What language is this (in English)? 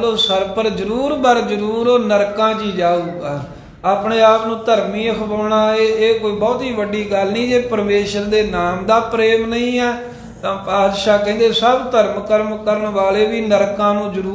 Punjabi